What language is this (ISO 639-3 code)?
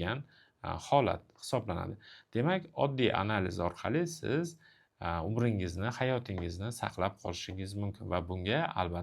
uzb